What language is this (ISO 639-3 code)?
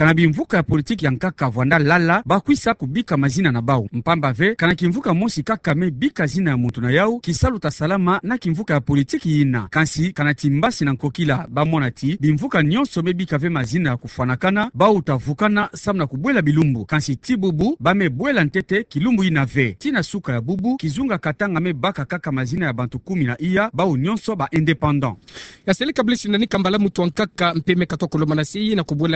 ktu